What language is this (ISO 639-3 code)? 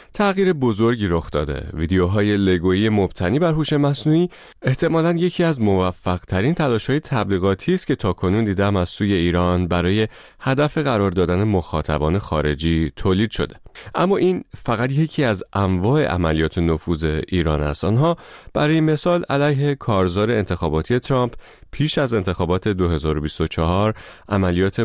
fas